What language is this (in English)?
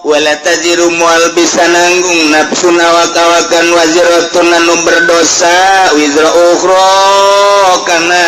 Sundanese